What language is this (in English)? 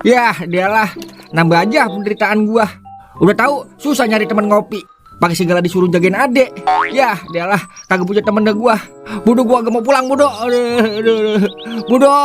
Betawi